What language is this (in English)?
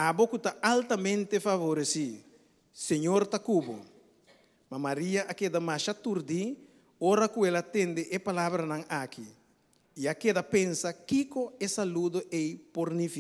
Papiamento